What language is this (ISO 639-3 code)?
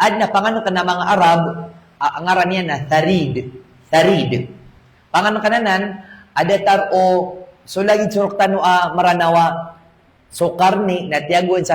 mrw